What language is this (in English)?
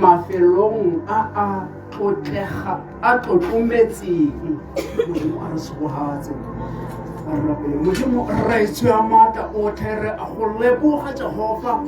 Tswana